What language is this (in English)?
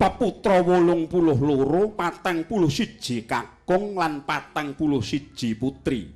Javanese